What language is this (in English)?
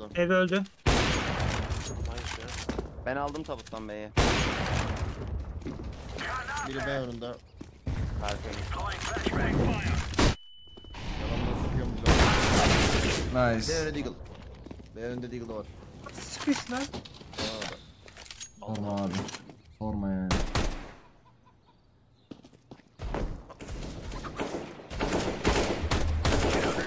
Turkish